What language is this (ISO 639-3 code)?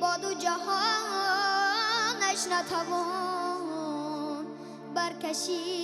tgk